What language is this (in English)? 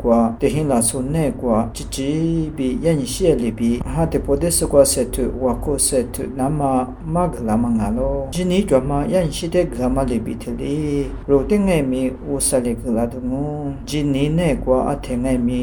Lisu